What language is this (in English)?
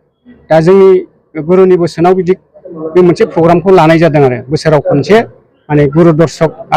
Bodo